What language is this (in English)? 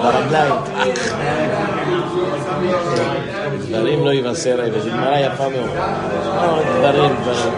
Hebrew